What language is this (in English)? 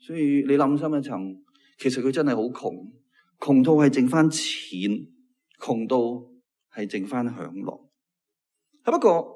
Cantonese